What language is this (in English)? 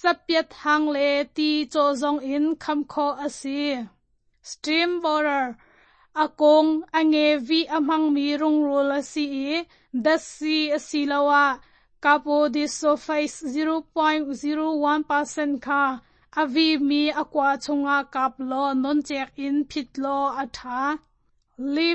Hakha Chin